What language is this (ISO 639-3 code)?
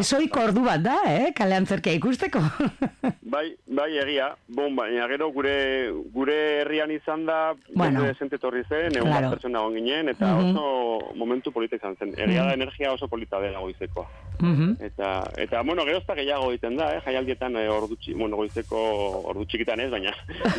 eus